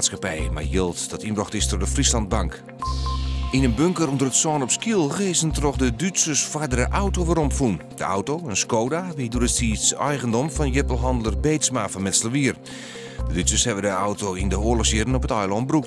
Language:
Western Frisian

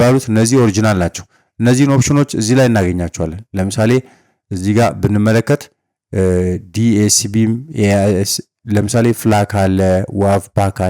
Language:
Amharic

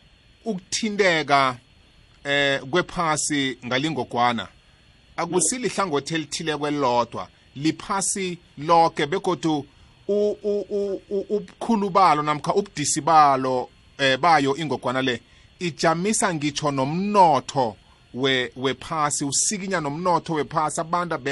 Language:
South Ndebele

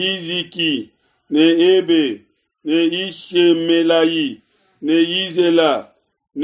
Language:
Luba-Lulua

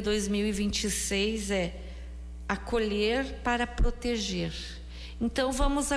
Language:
Portuguese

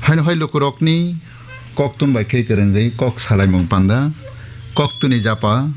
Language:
Kok Borok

